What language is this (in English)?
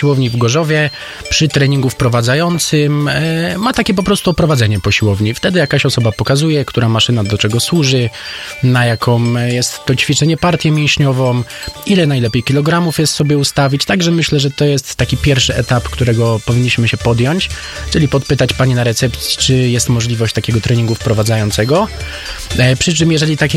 Polish